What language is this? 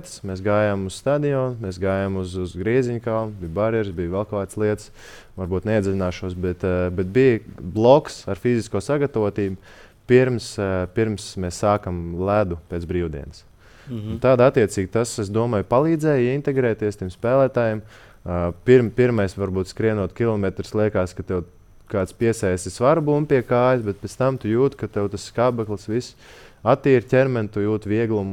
Latvian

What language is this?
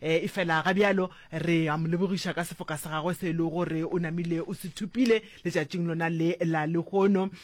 Northern Sotho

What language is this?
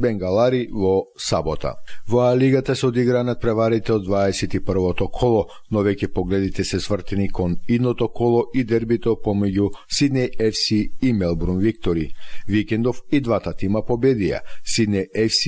Macedonian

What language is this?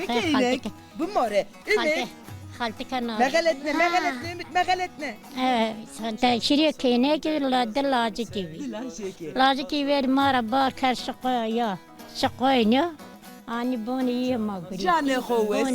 Zaza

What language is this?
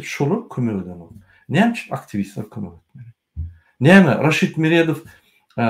Turkmen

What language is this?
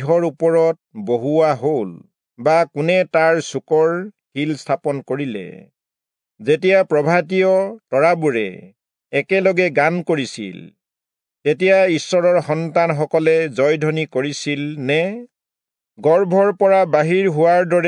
Assamese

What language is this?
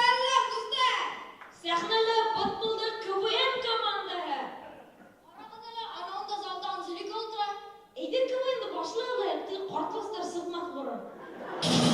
Bashkir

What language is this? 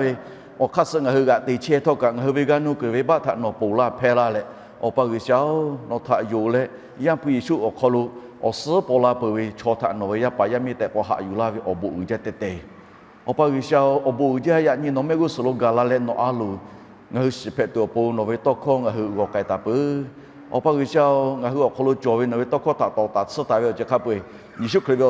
Lahu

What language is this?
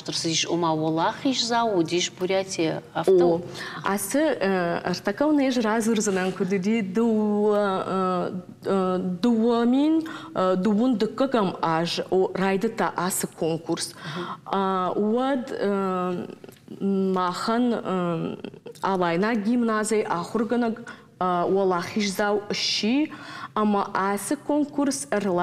Ossetic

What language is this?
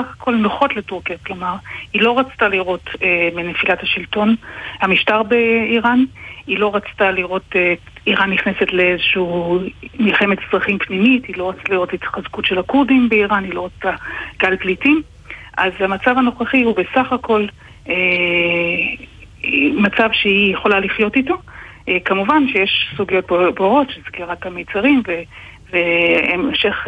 Hebrew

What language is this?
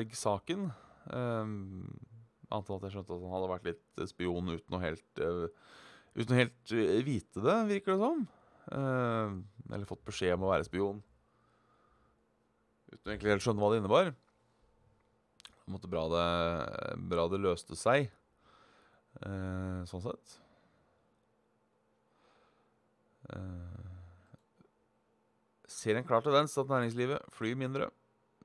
Norwegian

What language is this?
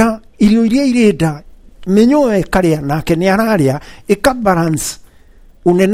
Kikuyu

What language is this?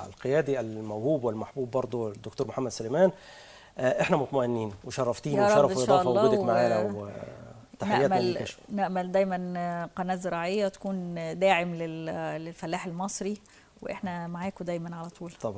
Egyptian Arabic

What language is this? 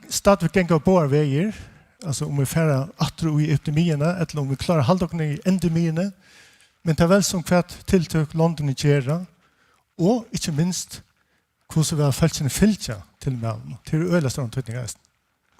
Faroese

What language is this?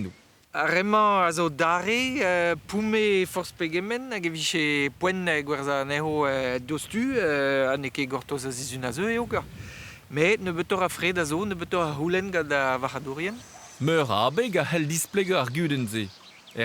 Breton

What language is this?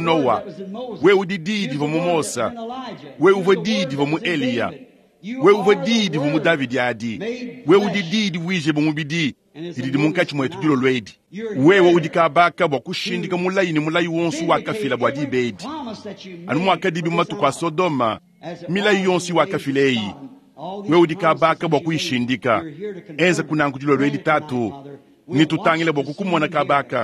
Luba-Lulua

